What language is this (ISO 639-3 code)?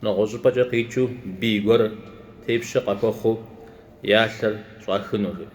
kbd